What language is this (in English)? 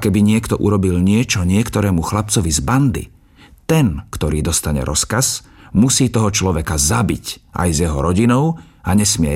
Slovak